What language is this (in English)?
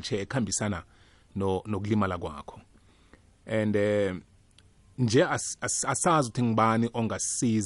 South Ndebele